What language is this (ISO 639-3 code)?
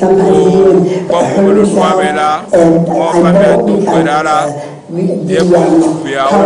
ewe